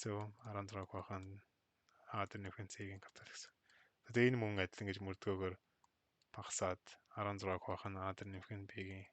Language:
Mongolian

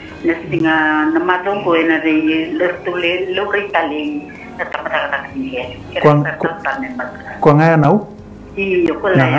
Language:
Fijian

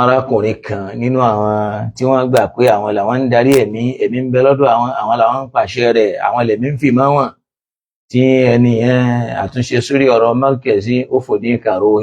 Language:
Yoruba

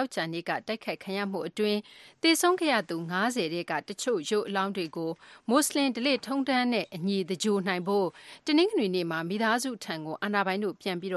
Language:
Burmese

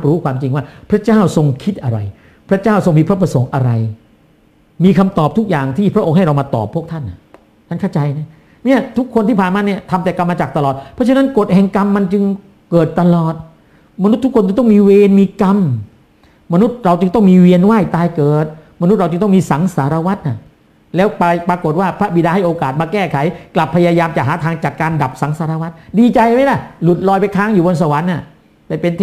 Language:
Thai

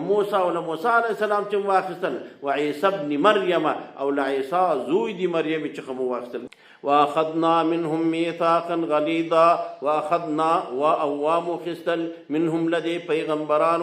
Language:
Pashto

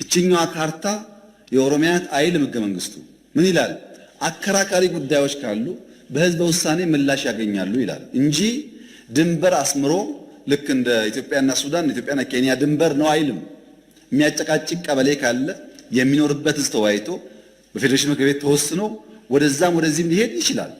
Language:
Amharic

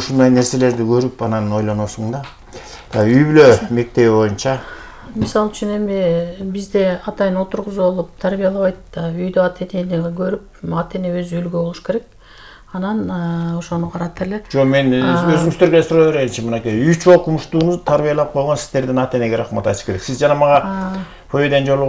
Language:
Kyrgyz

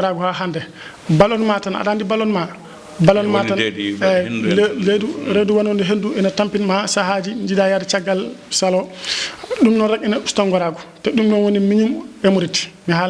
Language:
Fula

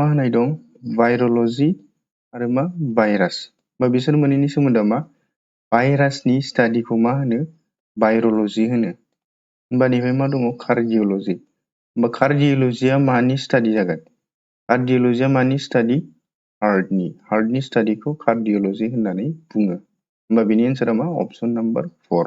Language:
Bodo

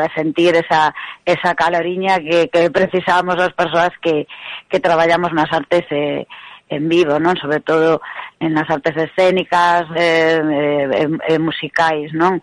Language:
Galician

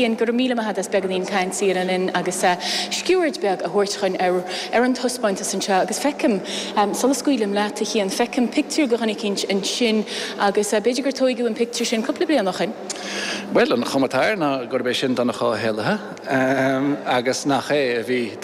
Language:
Irish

